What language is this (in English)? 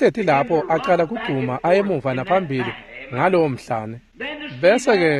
Swati